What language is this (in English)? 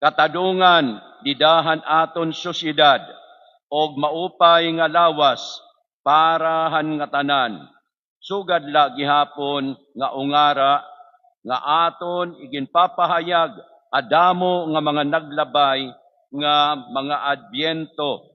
Waray